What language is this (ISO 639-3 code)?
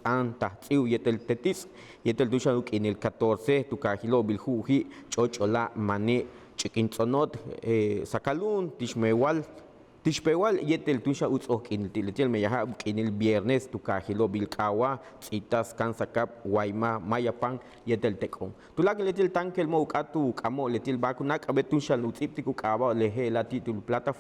yua